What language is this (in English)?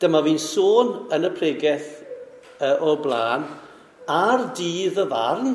Welsh